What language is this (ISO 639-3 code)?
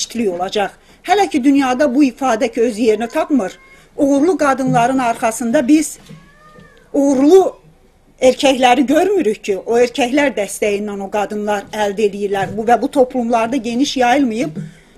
azb